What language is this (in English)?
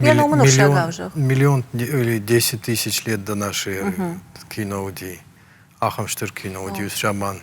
Ossetic